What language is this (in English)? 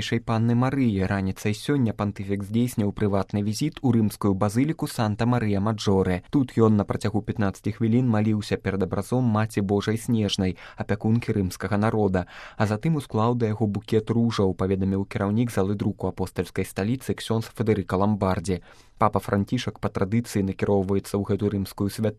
Belarusian